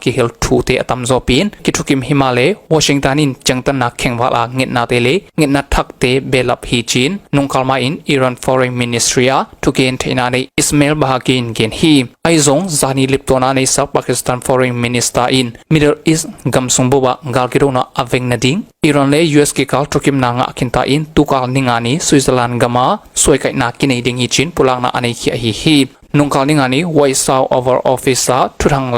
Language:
Tedim Chin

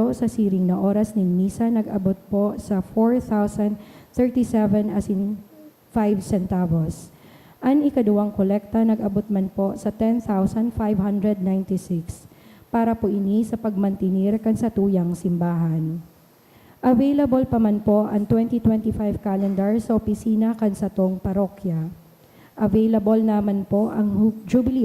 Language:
Bikol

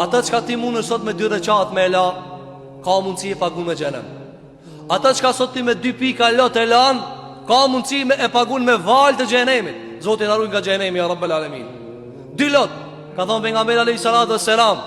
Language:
Albanian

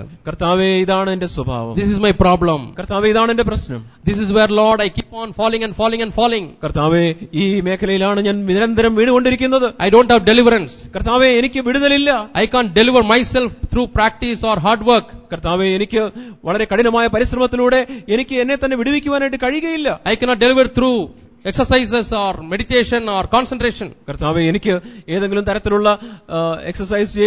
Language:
Malayalam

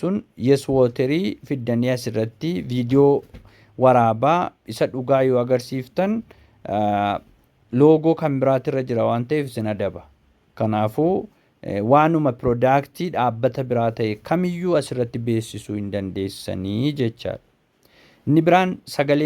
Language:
Oromo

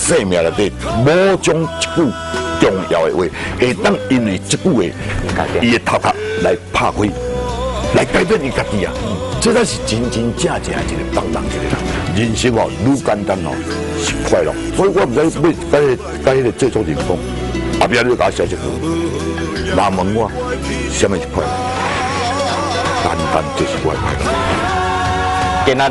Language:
Min Nan Chinese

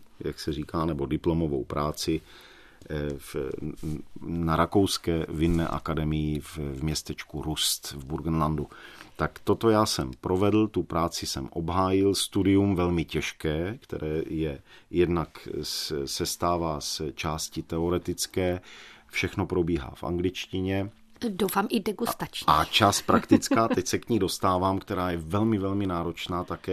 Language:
Czech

